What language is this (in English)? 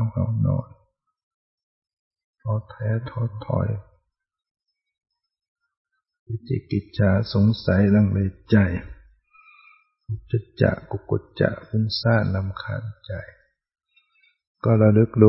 Thai